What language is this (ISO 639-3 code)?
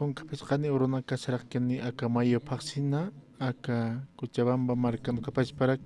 aym